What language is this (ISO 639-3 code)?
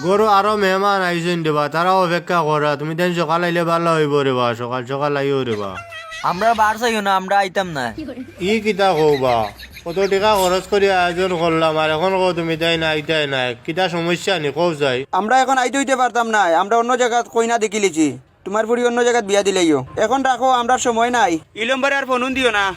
syl